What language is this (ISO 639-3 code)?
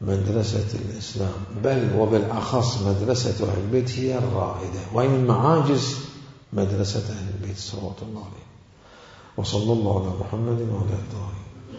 acm